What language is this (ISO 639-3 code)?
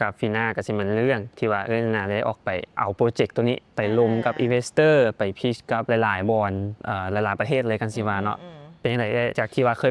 lao